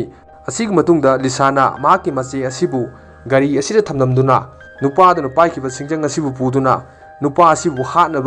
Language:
Manipuri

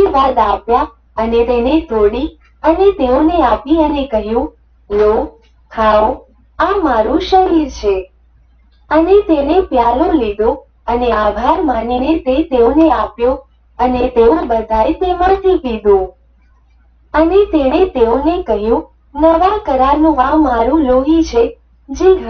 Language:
Gujarati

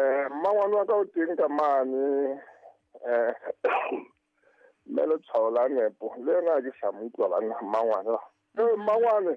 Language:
Southern Sotho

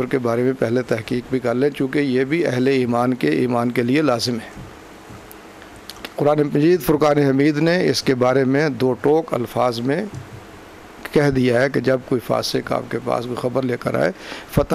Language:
Urdu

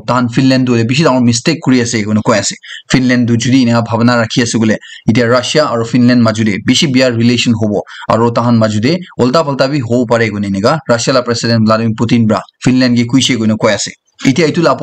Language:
Naga Pidgin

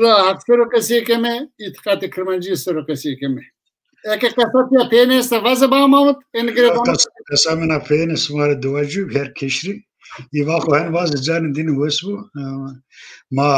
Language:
Zaza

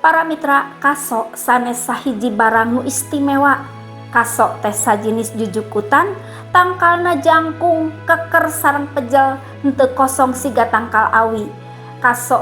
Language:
Sundanese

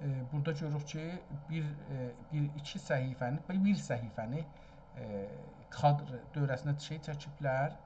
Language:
South Azerbaijani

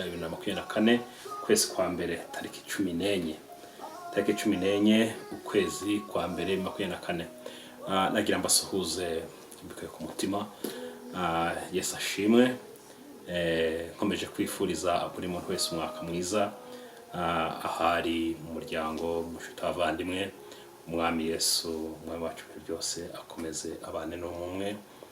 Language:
Kinyarwanda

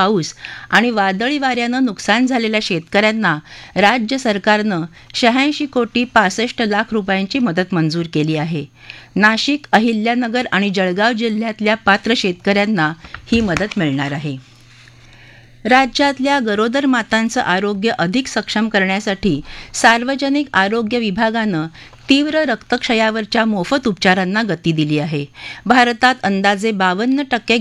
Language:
Marathi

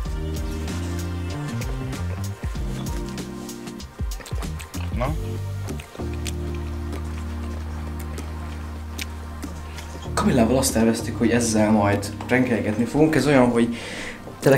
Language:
Hungarian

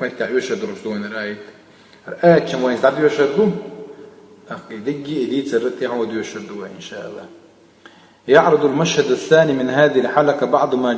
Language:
Chechen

